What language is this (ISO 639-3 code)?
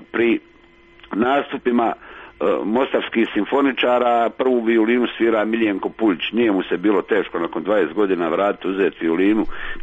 srp